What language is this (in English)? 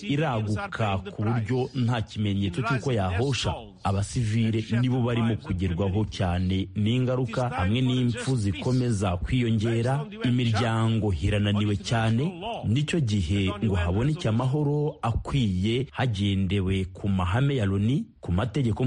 Kinyarwanda